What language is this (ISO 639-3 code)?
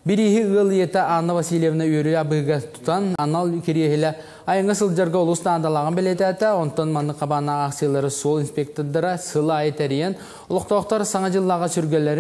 sah